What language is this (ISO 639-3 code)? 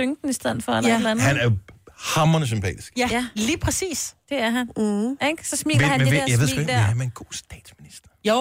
dan